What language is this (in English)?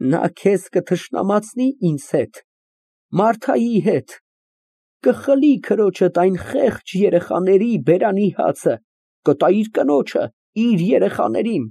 Armenian